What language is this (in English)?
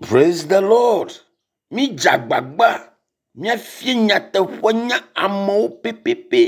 Ewe